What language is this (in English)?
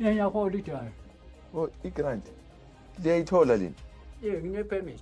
Zulu